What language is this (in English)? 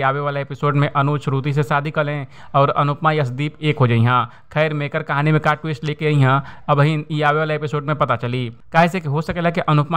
Bhojpuri